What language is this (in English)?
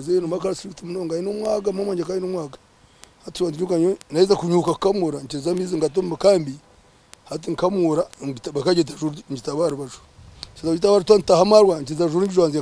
Nyankole